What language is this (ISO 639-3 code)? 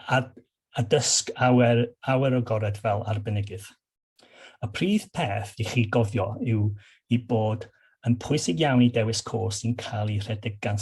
cym